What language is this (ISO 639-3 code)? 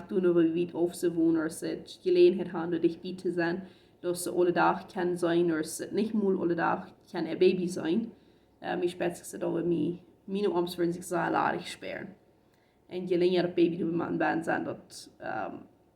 pdt